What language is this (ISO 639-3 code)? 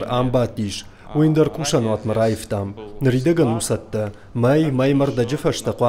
oss